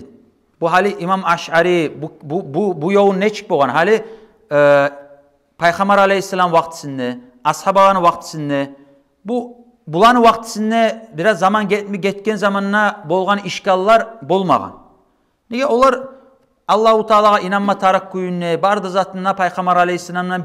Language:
Kumyk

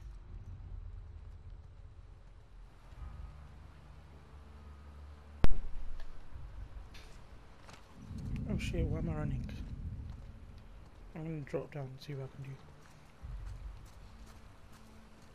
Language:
English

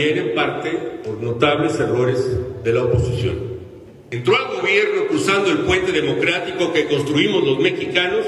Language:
Spanish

